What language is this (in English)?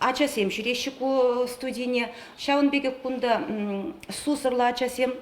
Chuvash